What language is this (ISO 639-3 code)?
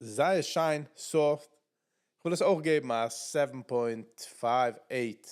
yid